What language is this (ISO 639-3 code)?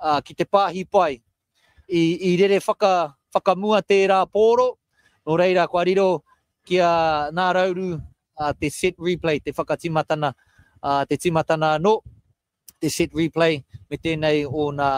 mri